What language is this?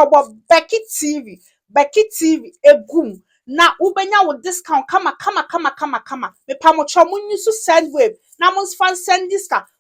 Akan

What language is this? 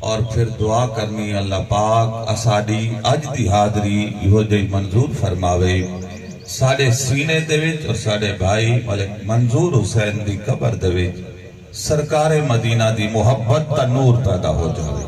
Saraiki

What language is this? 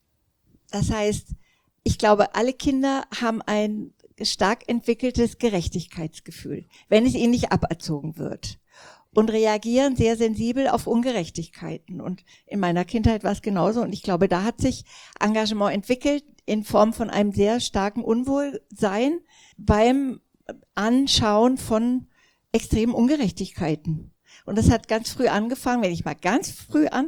German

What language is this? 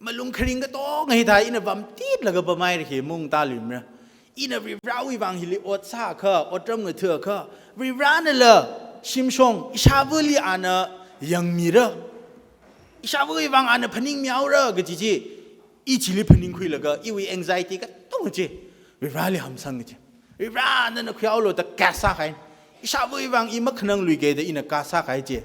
Tangkhul Naga (India)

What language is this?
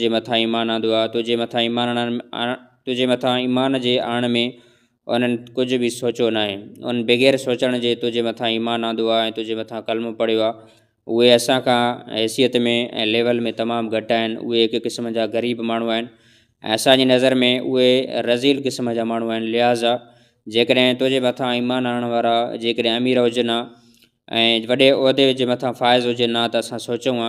Sindhi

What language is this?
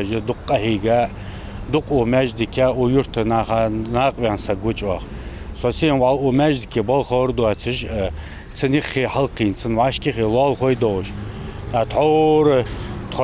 Ingush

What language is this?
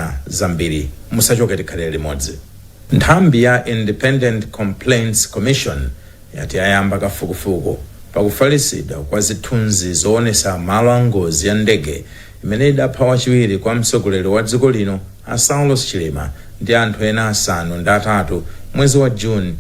Nyanja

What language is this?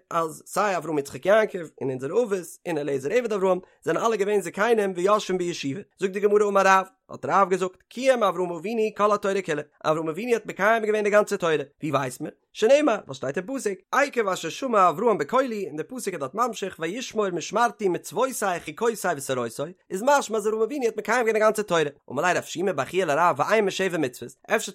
Yiddish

